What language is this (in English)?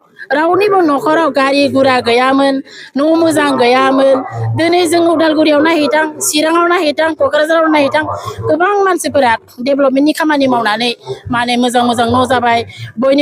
Bodo